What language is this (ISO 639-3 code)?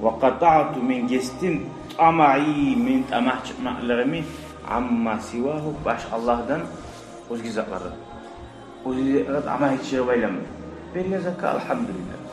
kum